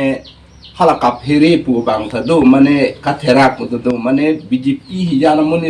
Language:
Karbi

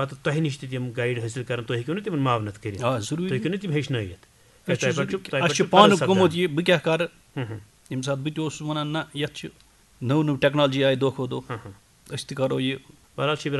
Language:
Kashmiri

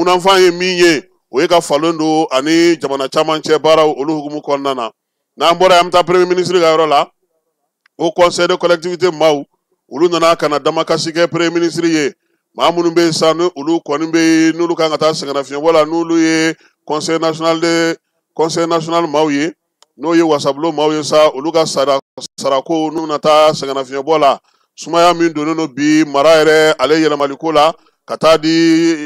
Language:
Bambara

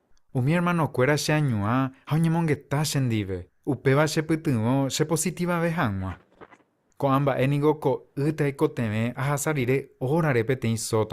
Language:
Guarani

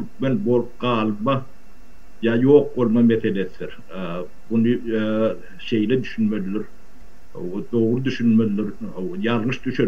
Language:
Turkmen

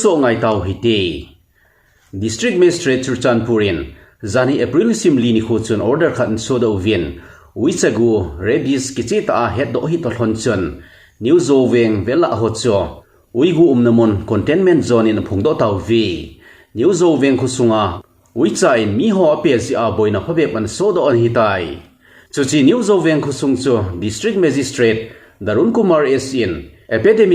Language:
Thado Chin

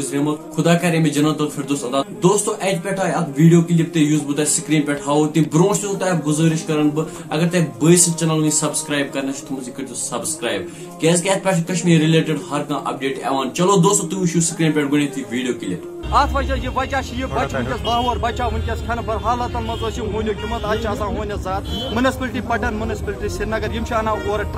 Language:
Kashmiri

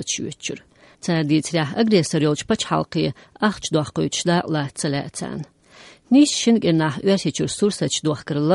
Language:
Chechen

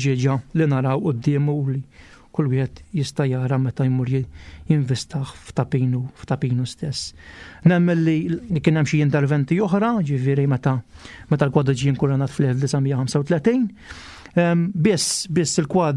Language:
Maltese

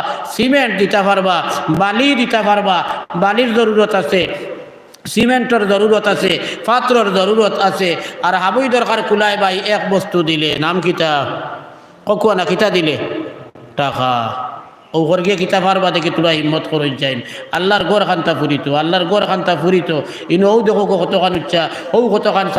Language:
Sylheti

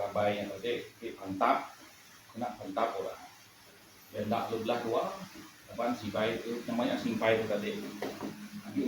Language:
Iban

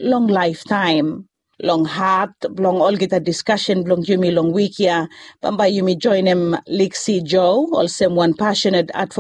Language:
Bislama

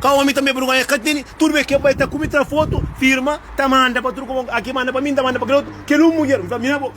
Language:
Kabuverdianu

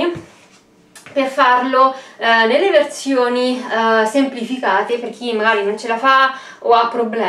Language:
Italian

